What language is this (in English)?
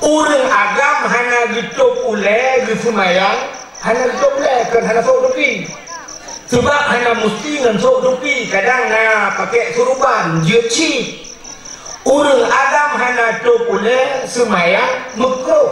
Achinese